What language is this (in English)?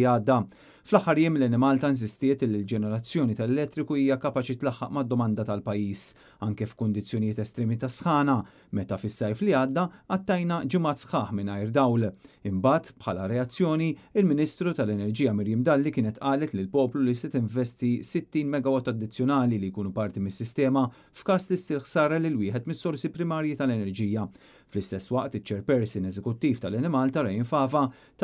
Maltese